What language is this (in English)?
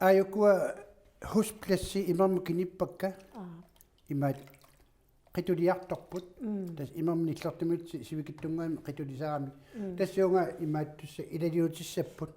Kalaallisut